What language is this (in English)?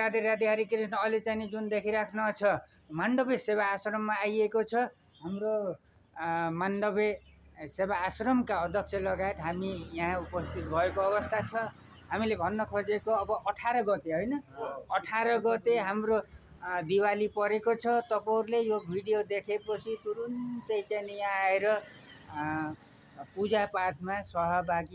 Nepali